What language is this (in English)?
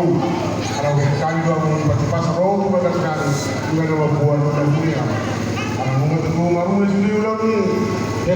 Batak Toba